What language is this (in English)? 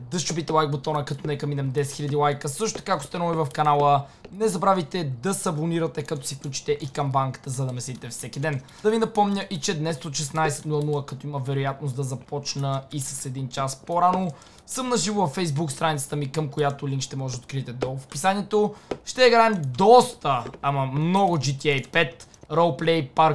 Bulgarian